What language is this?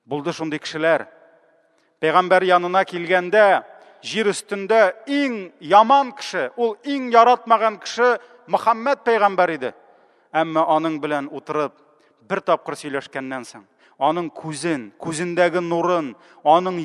Tatar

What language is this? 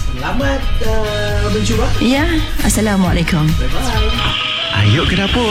Malay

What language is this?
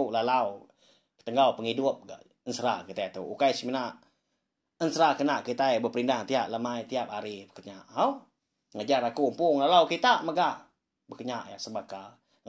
Iban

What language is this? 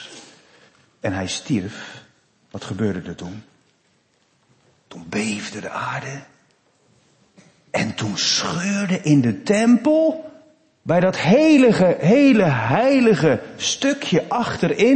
Dutch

